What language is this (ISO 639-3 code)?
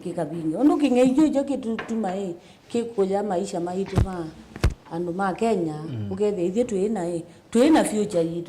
kam